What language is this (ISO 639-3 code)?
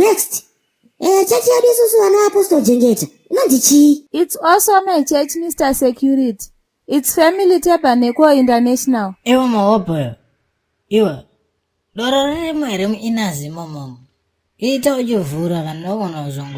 sna